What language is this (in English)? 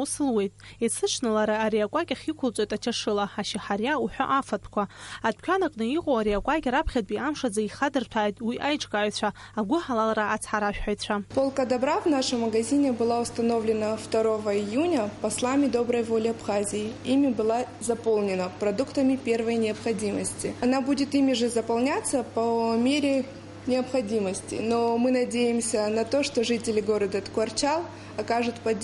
Abkhazian